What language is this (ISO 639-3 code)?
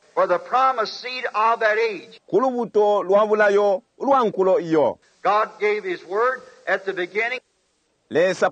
bem